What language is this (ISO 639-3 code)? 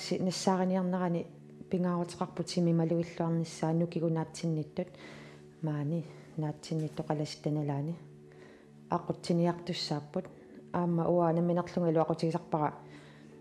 kal